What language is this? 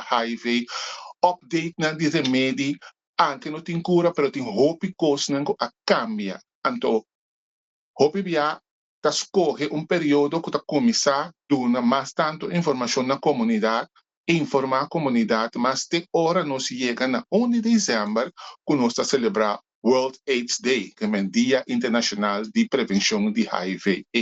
Papiamento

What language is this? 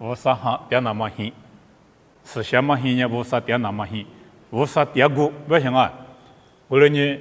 Lisu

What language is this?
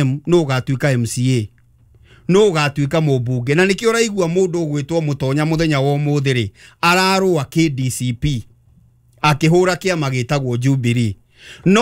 Kikuyu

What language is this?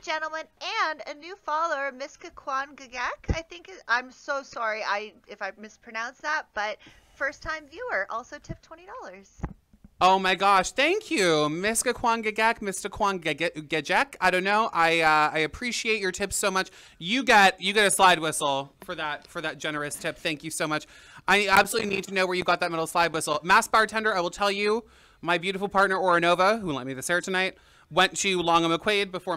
English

